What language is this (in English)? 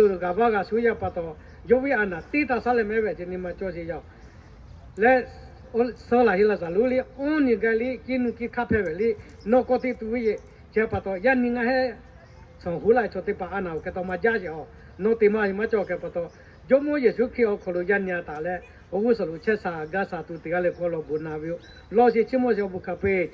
Lahu